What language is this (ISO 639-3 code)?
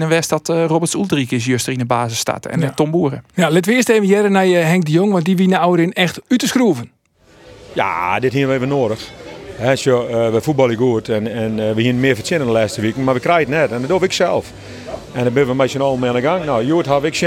fry